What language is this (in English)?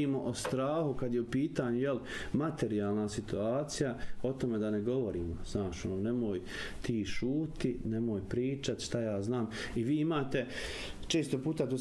Bosnian